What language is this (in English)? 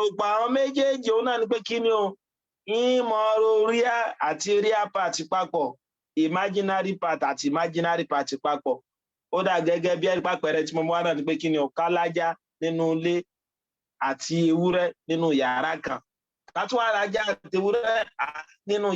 Yoruba